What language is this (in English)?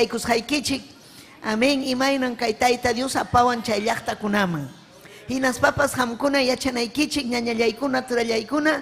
Ayacucho Quechua